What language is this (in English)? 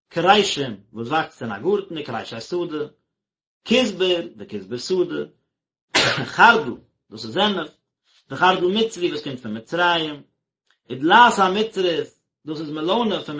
Yiddish